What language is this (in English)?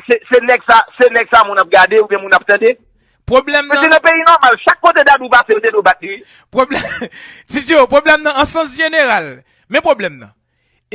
Haitian Creole